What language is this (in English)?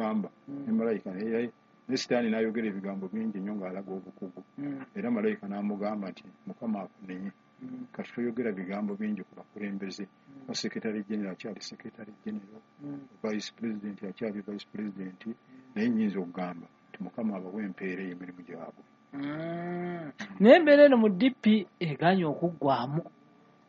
Ganda